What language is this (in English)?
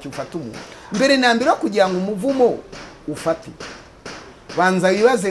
Kinyarwanda